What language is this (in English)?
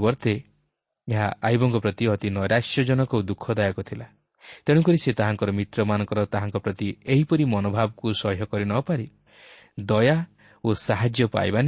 Odia